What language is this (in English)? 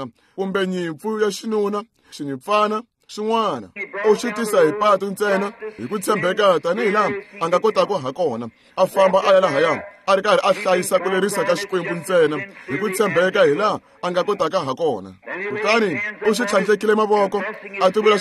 Tsonga